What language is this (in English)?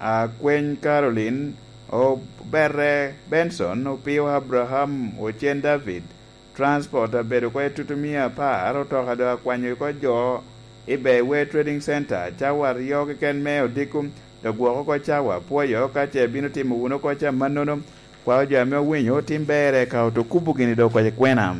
Lango (Uganda)